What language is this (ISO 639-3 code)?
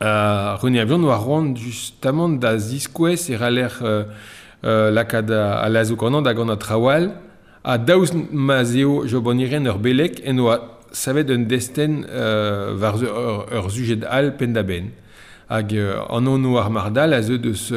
bre